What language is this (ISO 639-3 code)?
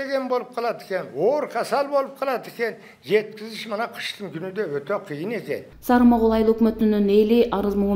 kir